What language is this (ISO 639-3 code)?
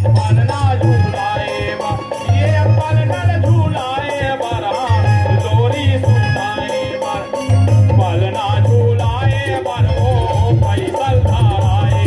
hne